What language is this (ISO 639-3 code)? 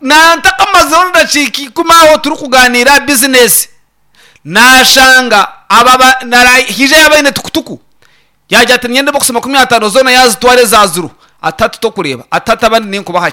nyn